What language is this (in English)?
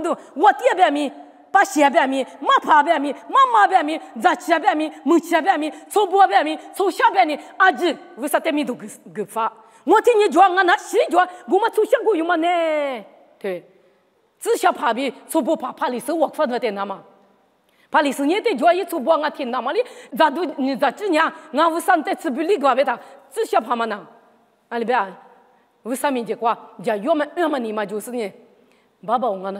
Lisu